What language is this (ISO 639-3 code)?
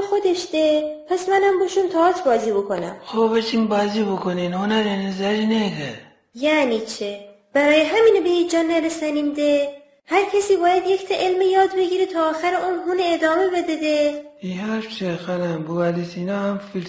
glk